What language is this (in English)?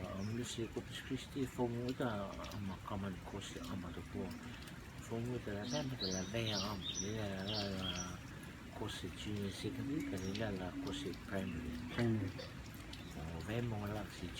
Rotuman